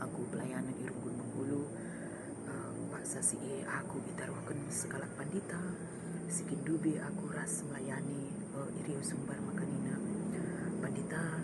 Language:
Batak Karo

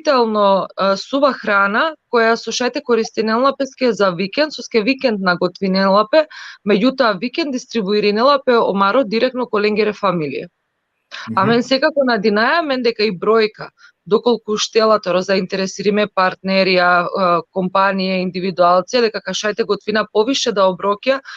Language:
Balkan Romani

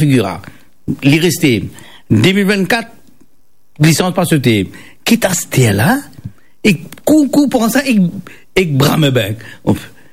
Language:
Morisyen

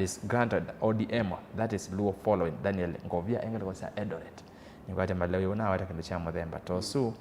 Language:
Kamba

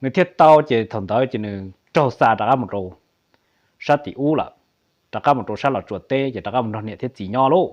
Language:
Hmong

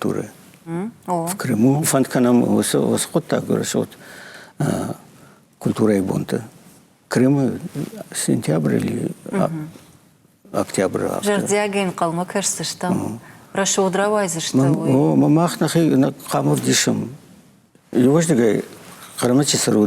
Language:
Ossetic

